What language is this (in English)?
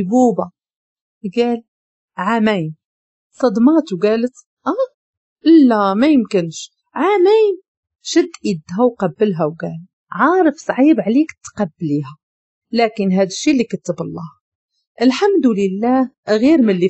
Moroccan Arabic